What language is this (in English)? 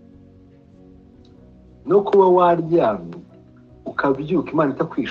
Kinyarwanda